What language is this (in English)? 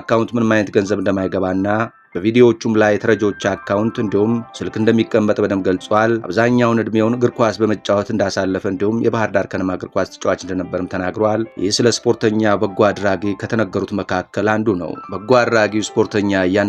Amharic